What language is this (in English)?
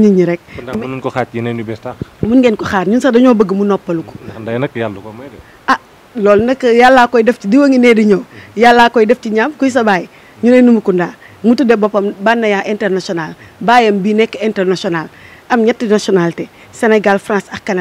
Wolof